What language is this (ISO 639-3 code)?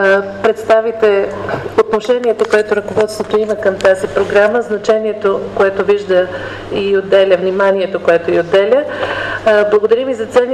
bul